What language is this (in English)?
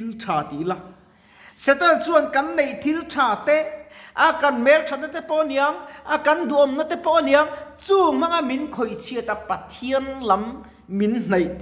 Mizo